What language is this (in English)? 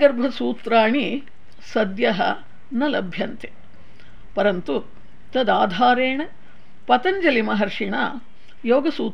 Sanskrit